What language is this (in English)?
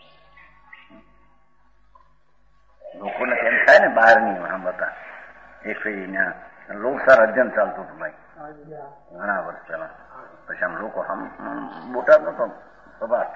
Gujarati